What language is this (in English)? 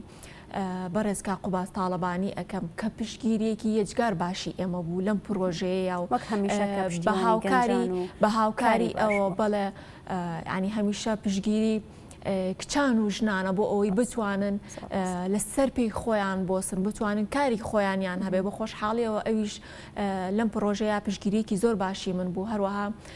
Central Kurdish